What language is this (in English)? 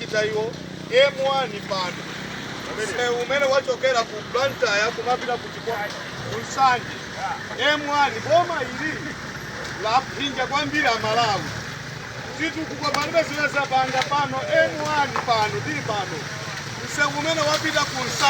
Nyanja